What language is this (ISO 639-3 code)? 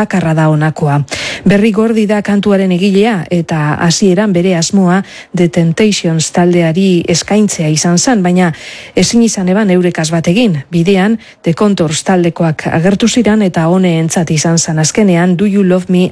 eus